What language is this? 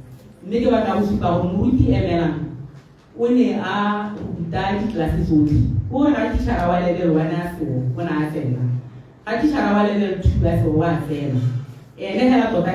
Tswana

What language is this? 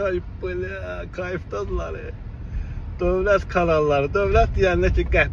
Azerbaijani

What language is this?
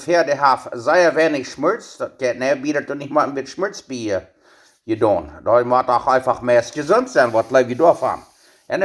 Plautdietsch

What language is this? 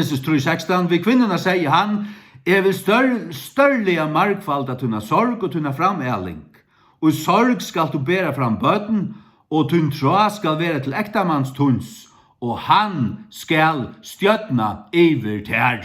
Faroese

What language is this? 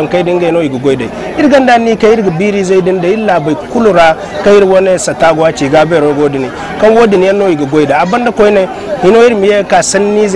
Zarma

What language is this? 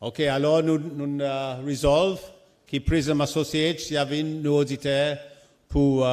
Seselwa Creole French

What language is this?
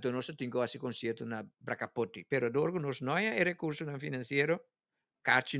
Papiamento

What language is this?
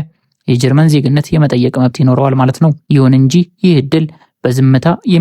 Amharic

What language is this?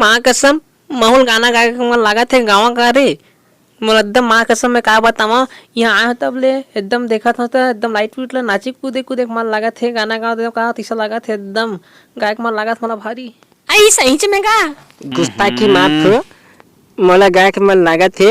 Chhattisgarhi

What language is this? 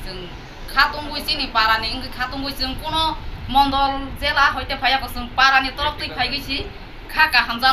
Kok Borok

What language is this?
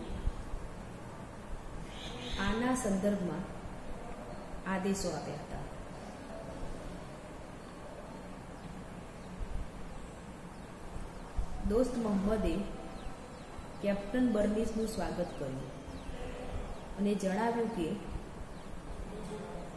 Gujarati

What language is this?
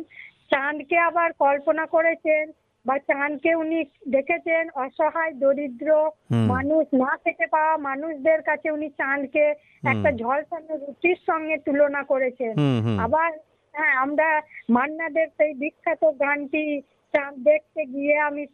Bangla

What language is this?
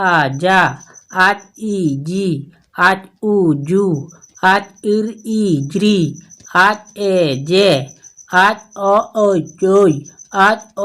Santali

